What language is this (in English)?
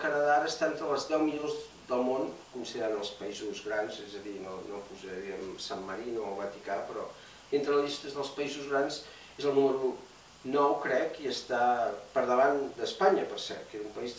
Catalan